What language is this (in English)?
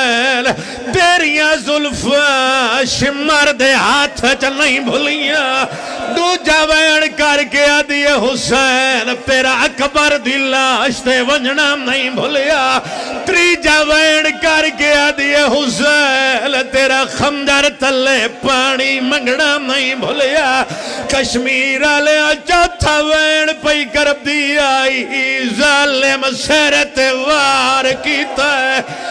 Pahari-Potwari